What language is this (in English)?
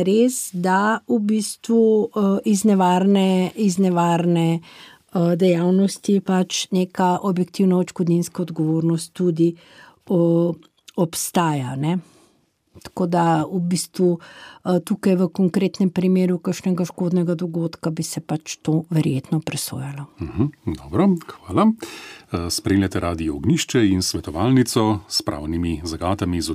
Slovenian